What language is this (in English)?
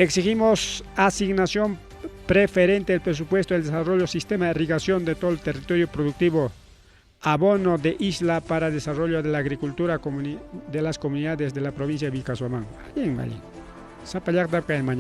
Ayacucho Quechua